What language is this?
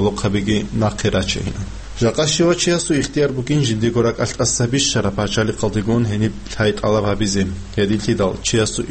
Avaric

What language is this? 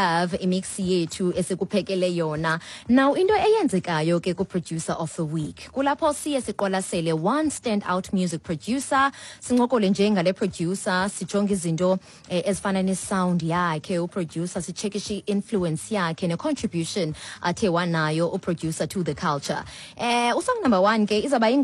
Xhosa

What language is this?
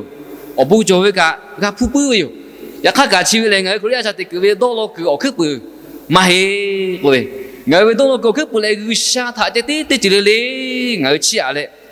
Lahu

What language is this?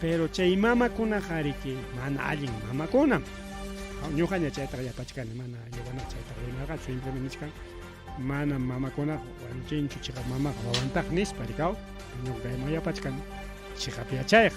Ayacucho Quechua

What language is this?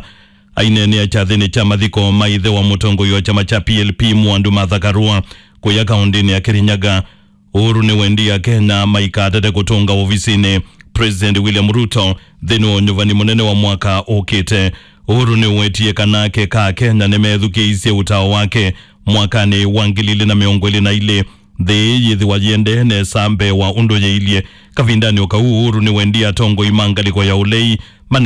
Kamba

